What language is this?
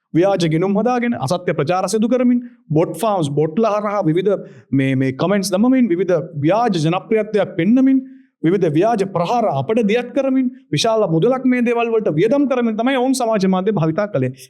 Sinhala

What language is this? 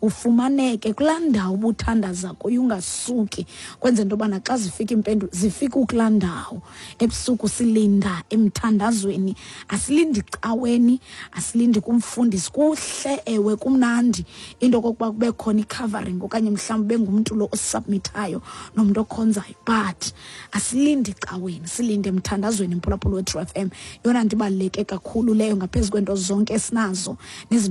Xhosa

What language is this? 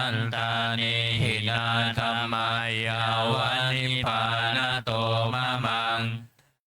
Pali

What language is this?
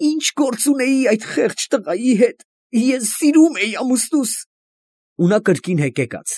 Armenian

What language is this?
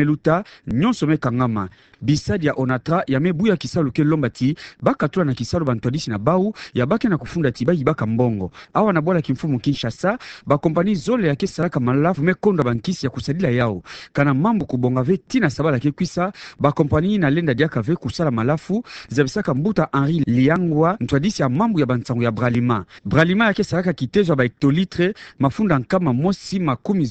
Kituba (Democratic Republic of Congo)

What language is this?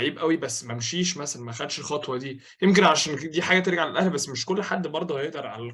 Egyptian Arabic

